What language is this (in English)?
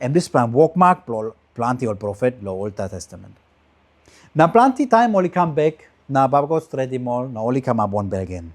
Tok Pisin